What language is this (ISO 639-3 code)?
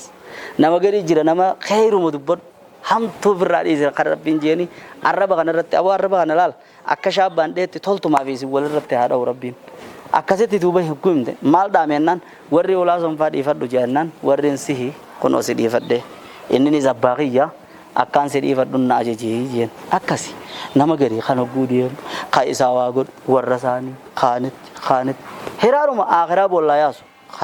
orm